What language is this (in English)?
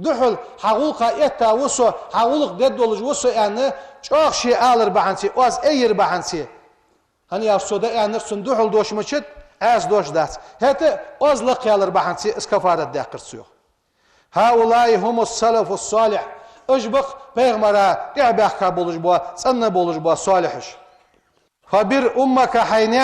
Ingush